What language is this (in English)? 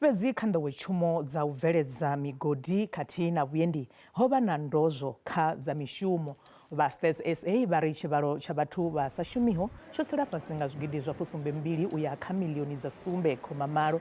Venda